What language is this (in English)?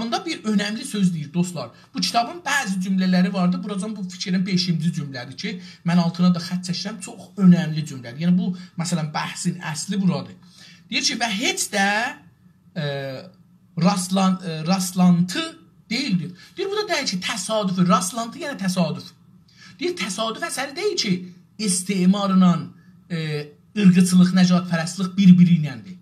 South Azerbaijani